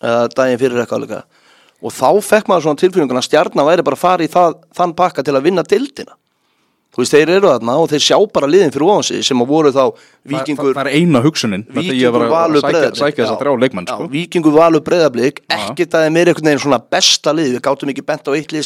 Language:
Icelandic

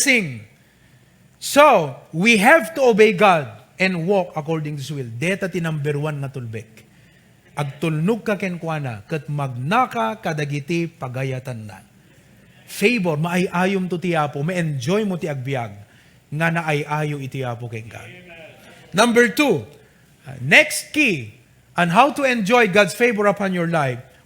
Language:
Iloko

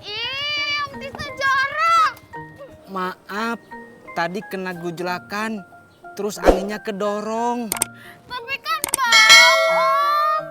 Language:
Betawi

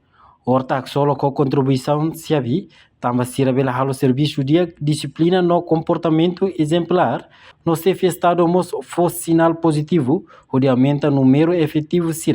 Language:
Tetum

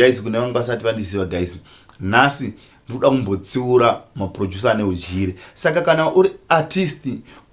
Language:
Shona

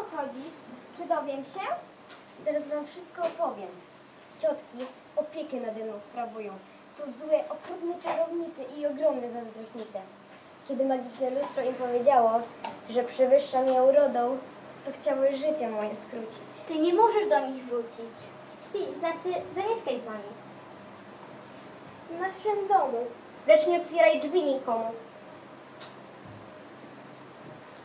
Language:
Polish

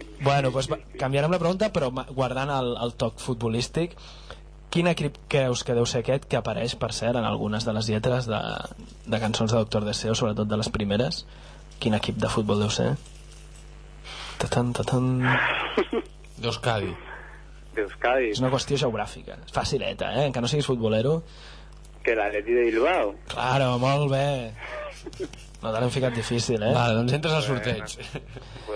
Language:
Catalan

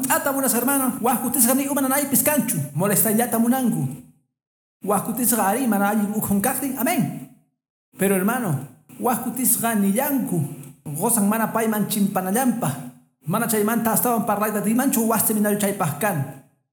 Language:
Quechua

